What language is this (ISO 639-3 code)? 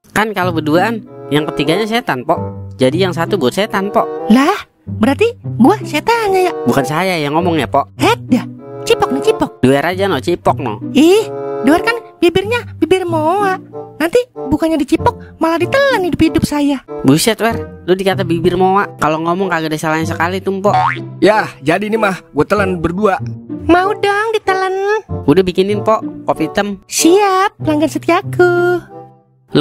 bew